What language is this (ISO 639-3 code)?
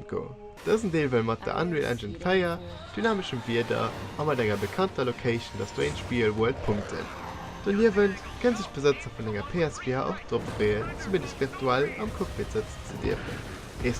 ltz